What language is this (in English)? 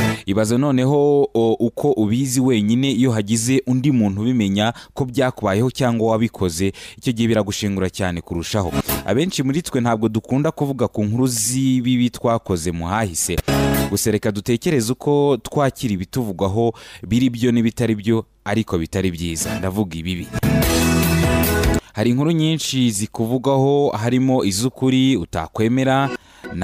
Kinyarwanda